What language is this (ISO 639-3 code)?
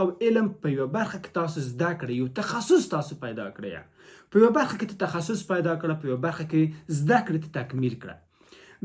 pus